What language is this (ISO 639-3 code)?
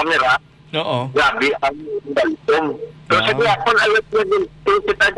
hil